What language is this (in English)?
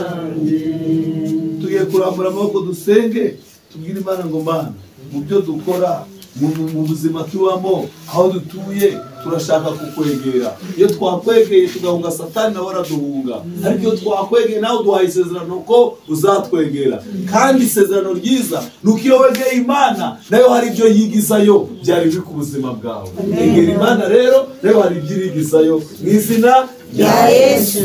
Kinyarwanda